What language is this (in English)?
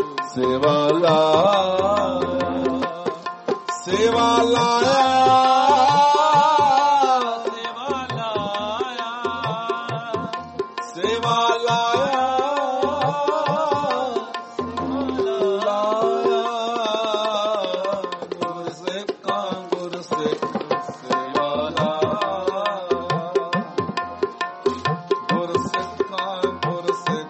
Punjabi